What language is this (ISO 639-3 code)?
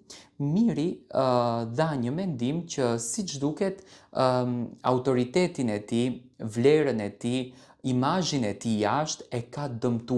sqi